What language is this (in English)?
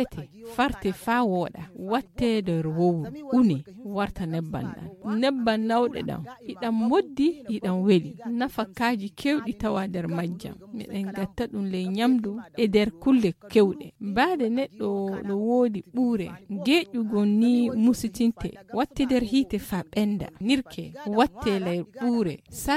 Nigerian Fulfulde